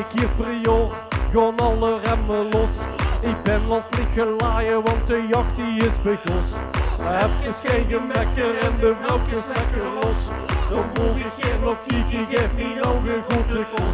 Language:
Limburgish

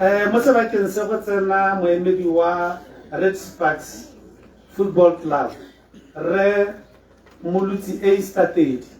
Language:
Tswana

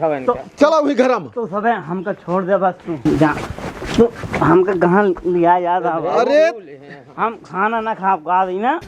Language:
Awadhi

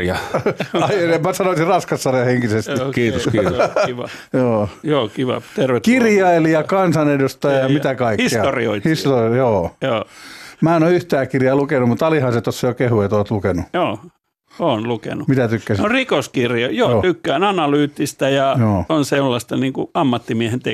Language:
Finnish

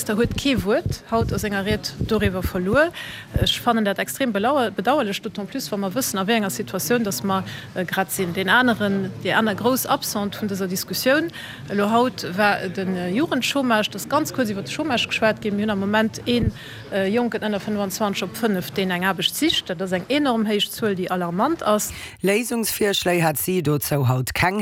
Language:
Luxembourgish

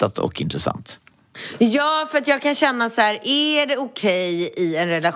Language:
Swedish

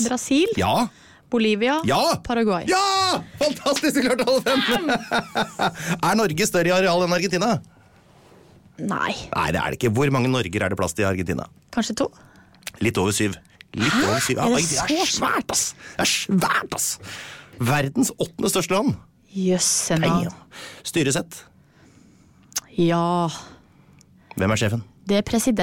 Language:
Norwegian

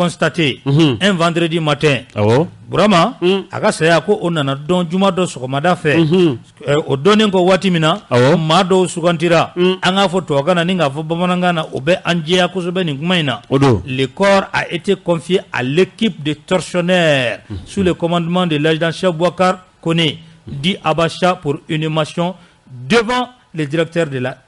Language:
Bambara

